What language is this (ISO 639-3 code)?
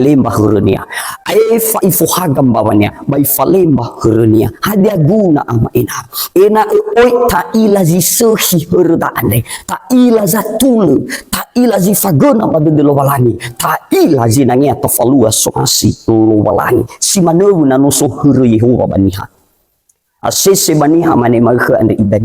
nia